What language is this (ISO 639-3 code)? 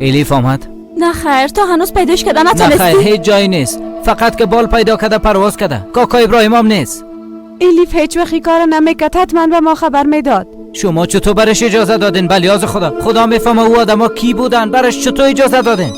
fas